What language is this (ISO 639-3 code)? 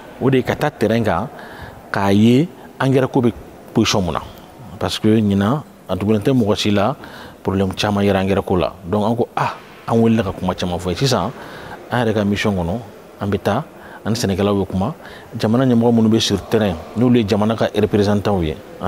bam